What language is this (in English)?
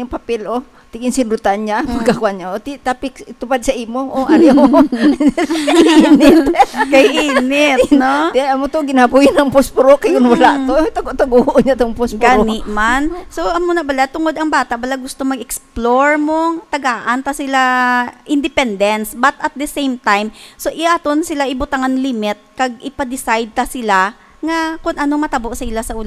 Hiligaynon